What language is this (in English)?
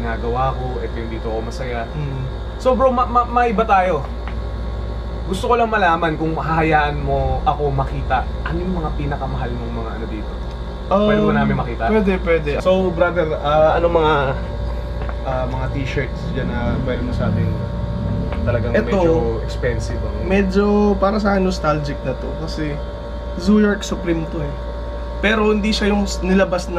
Filipino